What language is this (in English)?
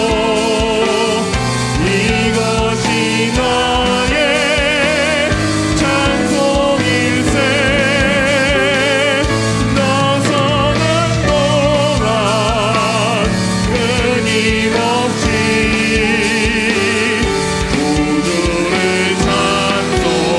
Korean